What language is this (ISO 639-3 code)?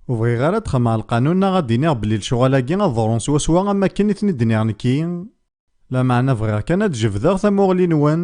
kab